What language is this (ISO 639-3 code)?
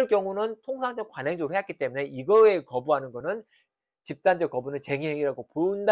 kor